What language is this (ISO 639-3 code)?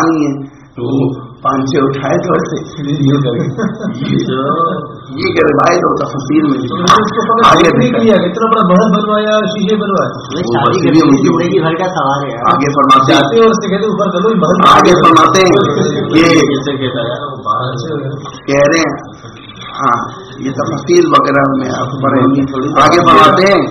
urd